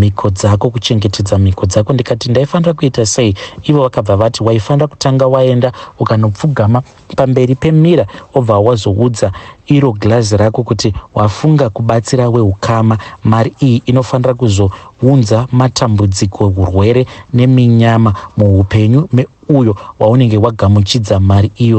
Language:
Shona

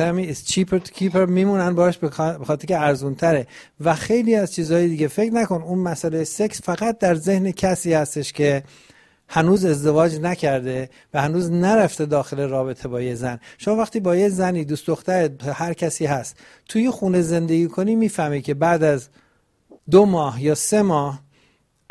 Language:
Persian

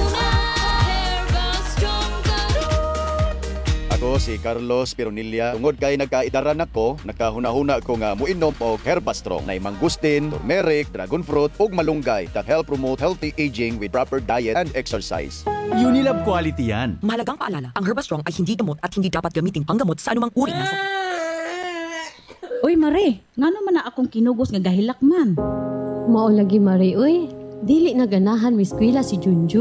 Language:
Cebuano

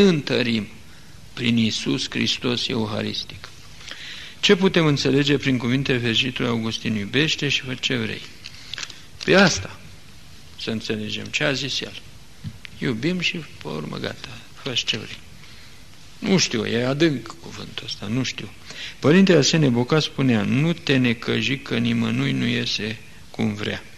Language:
Romanian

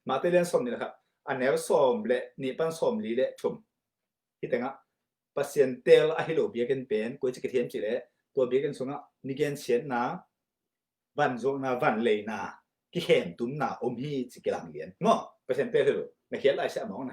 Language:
Tedim Chin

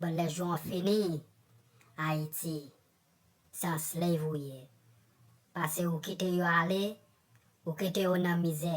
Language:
Haitian Creole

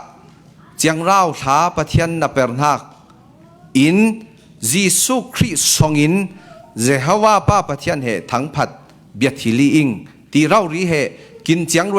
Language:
Falam Chin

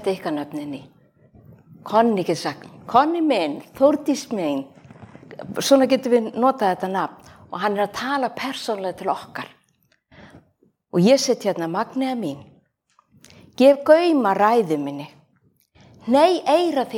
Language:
Icelandic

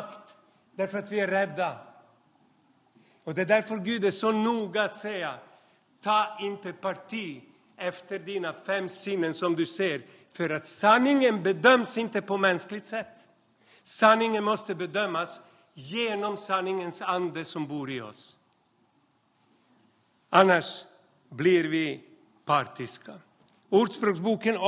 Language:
Swedish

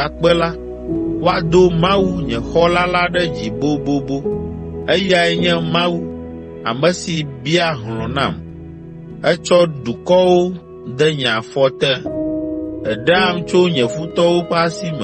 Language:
Ewe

